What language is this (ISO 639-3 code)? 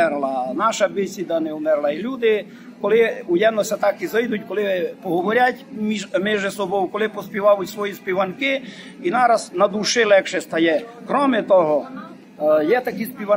rue